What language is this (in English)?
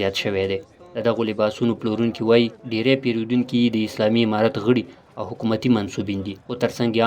Pashto